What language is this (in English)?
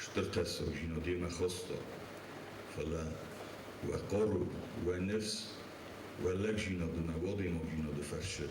Ossetic